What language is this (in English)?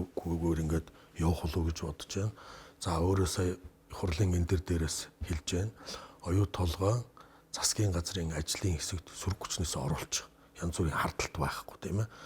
Mongolian